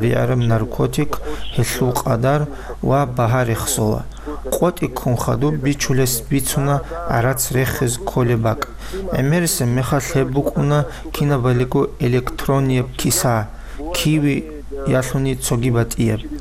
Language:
Avaric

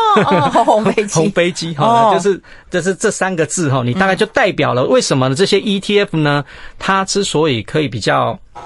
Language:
Chinese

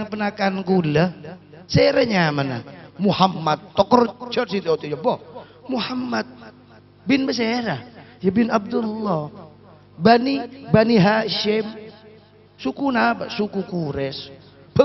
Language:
Madurese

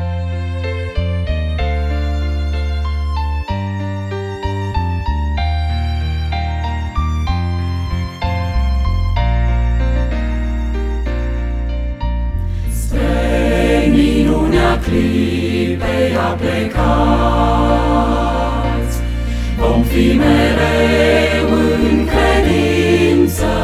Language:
Romanian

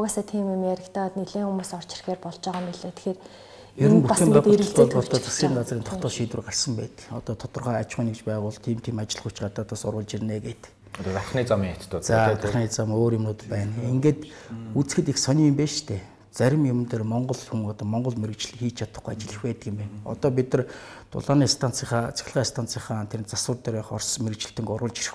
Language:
Mongolian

